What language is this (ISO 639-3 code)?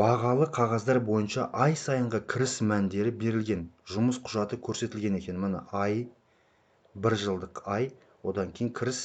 kaz